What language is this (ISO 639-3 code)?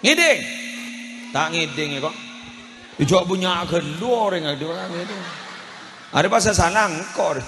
mad